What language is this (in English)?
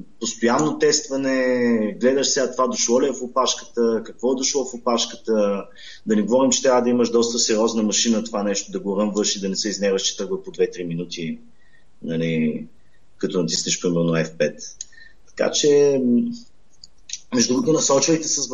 Bulgarian